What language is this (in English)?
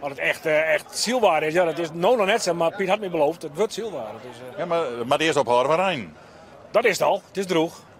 Western Frisian